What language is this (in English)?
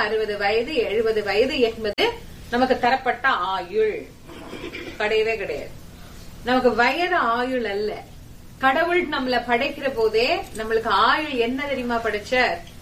Tamil